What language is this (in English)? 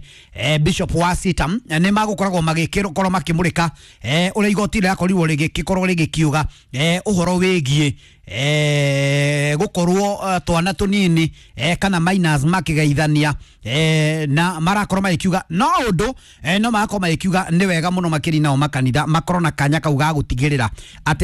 Kikuyu